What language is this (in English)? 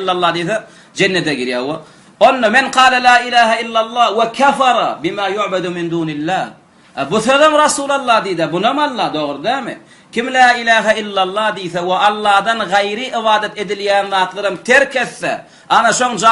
Turkmen